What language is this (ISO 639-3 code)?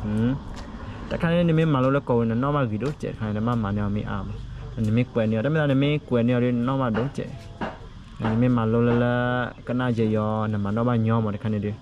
ksw